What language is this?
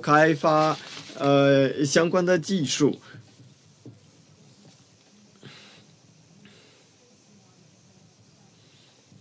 Chinese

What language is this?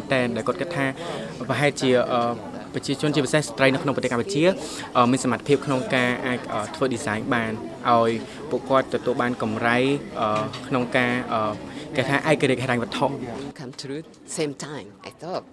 Khmer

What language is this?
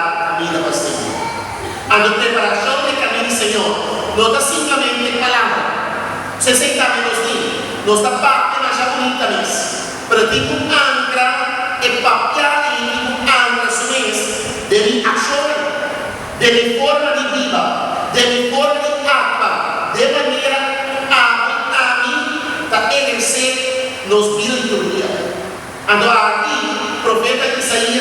Papiamento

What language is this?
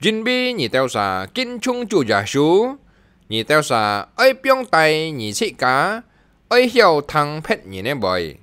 Hakka Chinese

